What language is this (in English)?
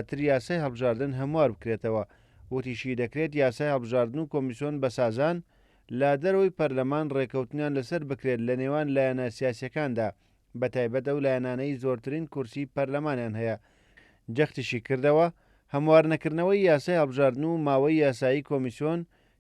Central Kurdish